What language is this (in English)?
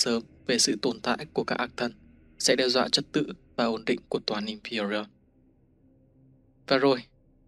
Vietnamese